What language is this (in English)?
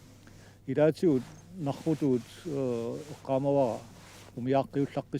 Kalaallisut